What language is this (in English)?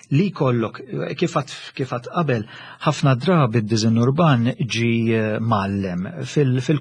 Maltese